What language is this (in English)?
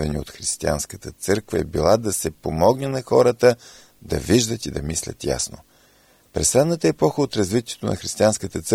Bulgarian